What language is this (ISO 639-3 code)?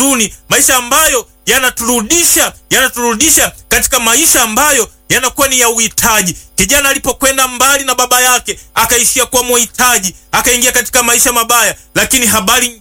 swa